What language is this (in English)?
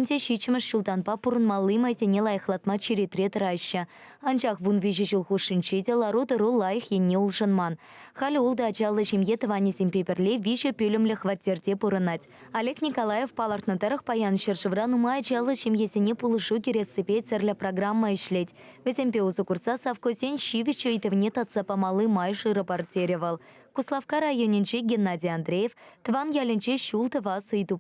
Chuvash